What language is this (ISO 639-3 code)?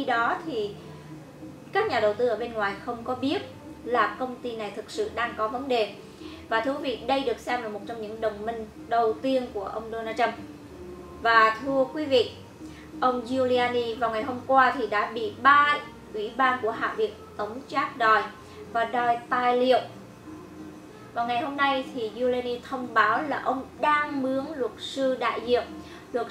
vie